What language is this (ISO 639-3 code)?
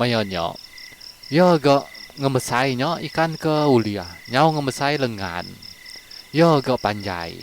iba